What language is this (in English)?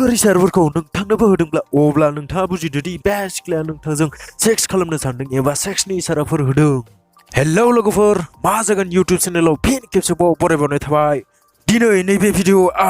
Bodo